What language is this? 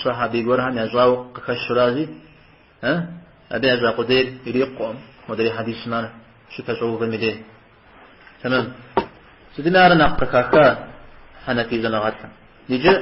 Kabardian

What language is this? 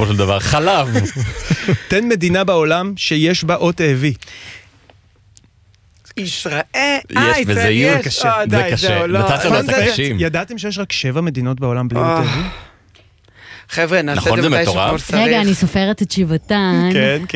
Hebrew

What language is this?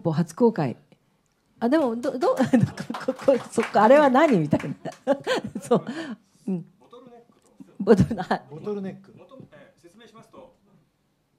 Japanese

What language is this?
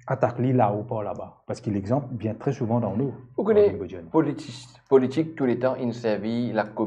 Morisyen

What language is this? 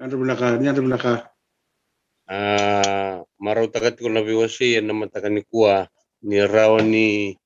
Fijian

